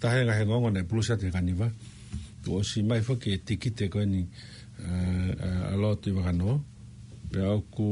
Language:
Tongan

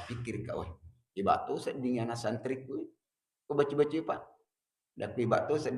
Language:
Buginese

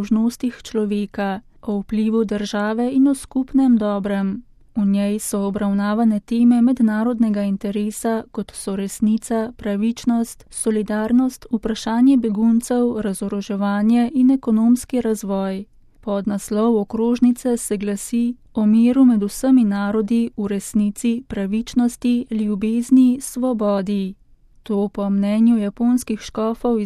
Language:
Slovenian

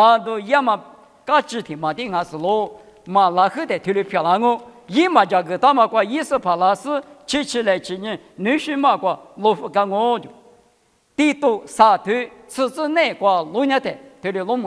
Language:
Lisu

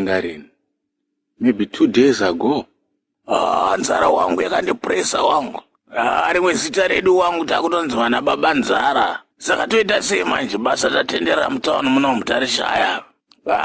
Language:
Shona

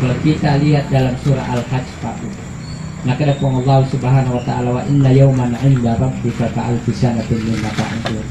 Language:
Buginese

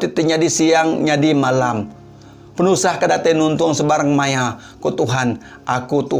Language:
Iban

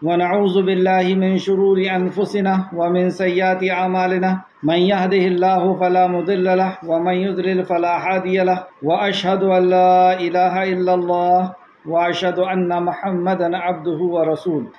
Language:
Urdu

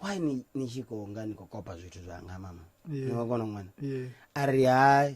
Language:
Venda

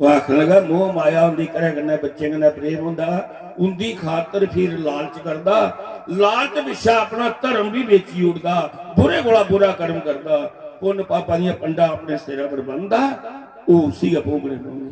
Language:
Dogri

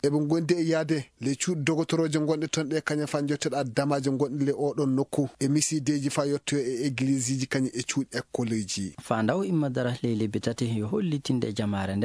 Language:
Fula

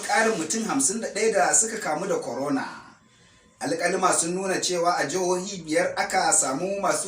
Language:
Hausa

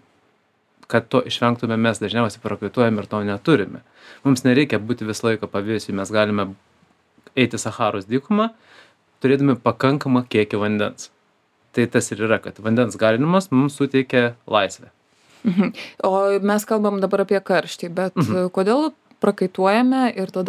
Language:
Lithuanian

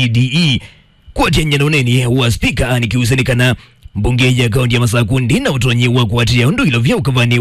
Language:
Kamba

